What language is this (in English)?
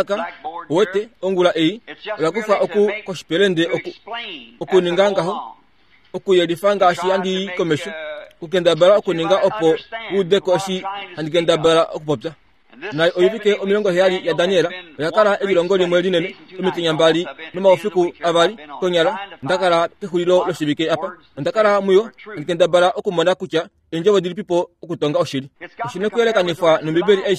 Kuanyama